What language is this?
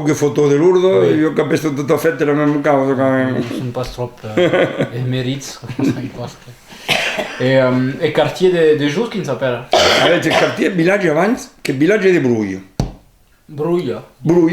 Occitan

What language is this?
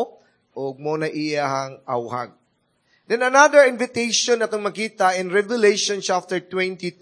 Cebuano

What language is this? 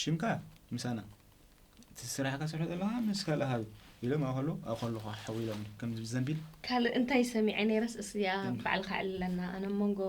Tigrinya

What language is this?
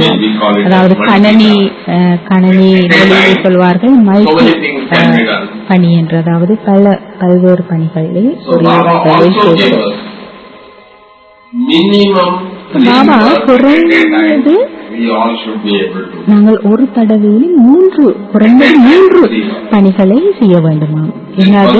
Tamil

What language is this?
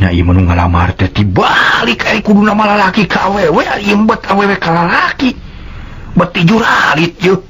Sundanese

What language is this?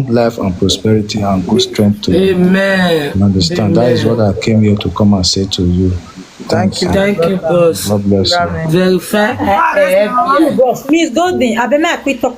Nigerian Pidgin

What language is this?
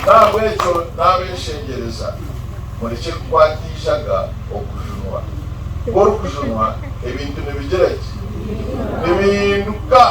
Nyankole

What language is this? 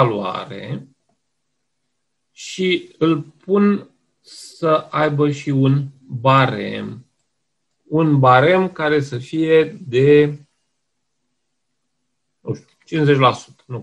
Romanian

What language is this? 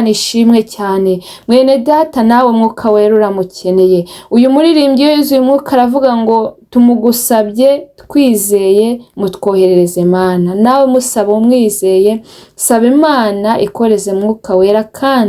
Kinyarwanda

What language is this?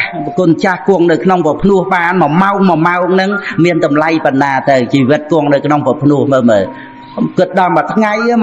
Khmer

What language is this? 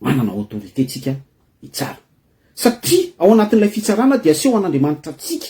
Malagasy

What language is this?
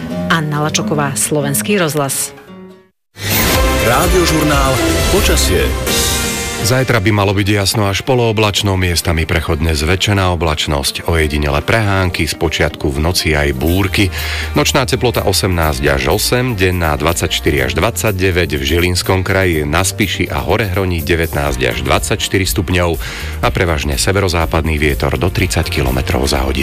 Slovak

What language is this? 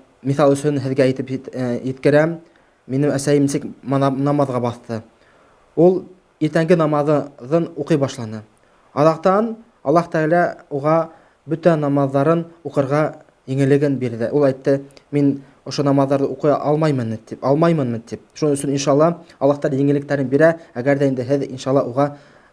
Bashkir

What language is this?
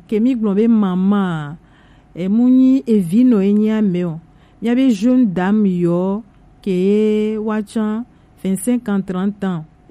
Gen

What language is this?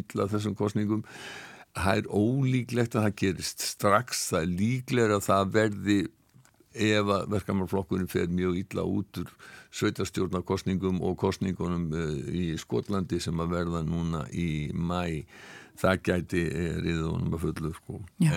Icelandic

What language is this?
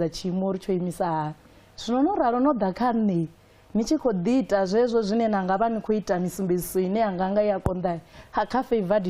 Venda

